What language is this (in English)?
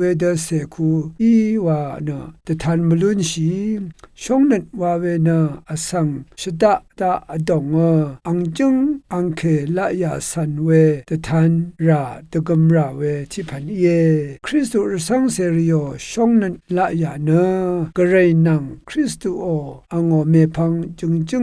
Rawang